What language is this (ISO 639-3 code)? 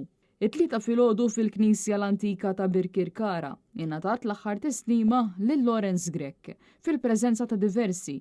mlt